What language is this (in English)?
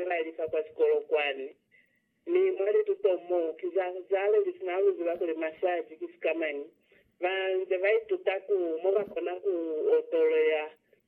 Lozi